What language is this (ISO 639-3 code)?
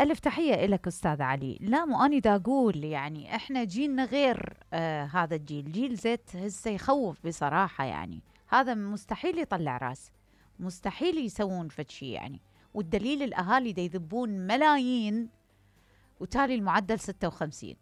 acm